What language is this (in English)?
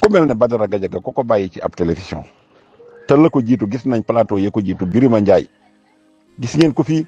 Wolof